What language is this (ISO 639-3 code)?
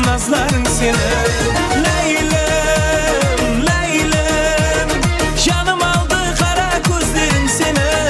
kaa